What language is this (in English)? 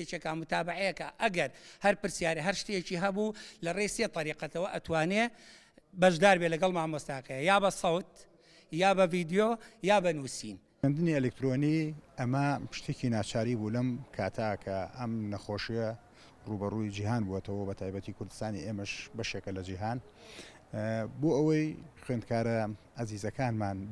Central Kurdish